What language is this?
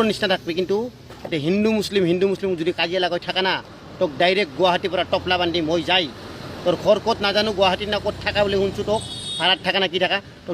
Assamese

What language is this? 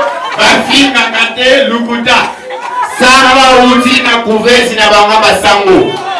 Lingala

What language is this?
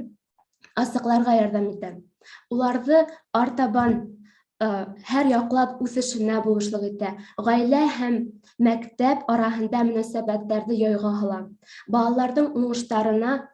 Bashkir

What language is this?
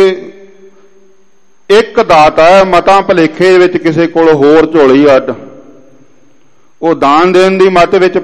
Punjabi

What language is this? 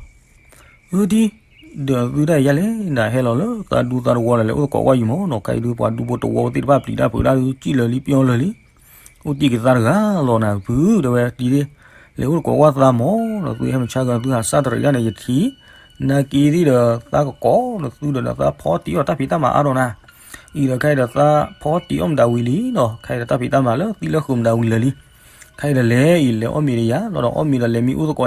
S'gaw Karen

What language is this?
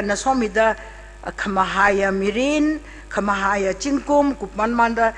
Tangkhul Naga (India)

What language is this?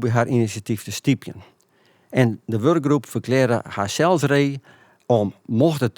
Western Frisian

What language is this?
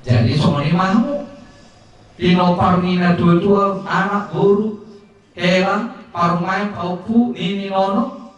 Batak Toba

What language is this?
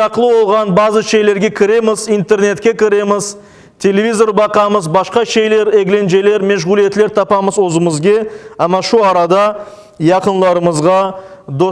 Crimean Tatar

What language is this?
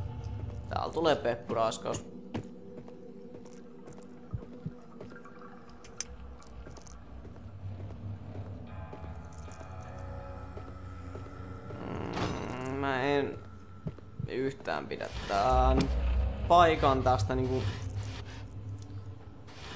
Finnish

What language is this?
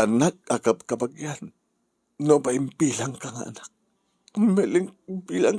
Iloko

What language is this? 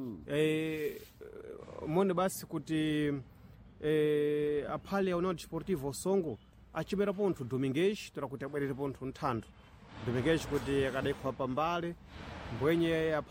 Sena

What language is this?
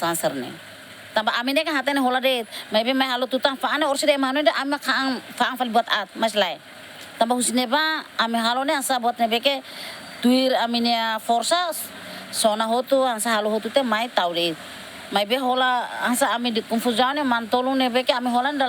Tetum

